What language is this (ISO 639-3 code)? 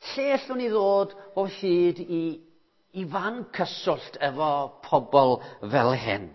cym